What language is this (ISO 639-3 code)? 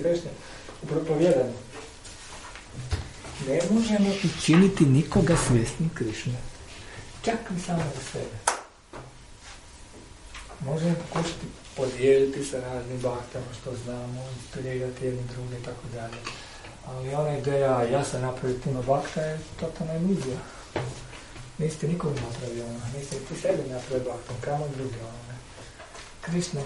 hrv